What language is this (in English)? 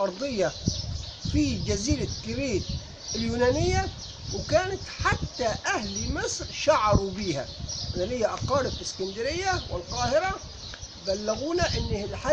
Egyptian Arabic